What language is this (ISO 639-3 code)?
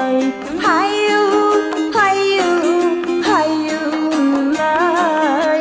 kaa